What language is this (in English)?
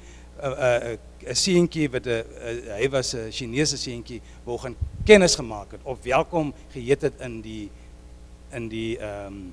Afrikaans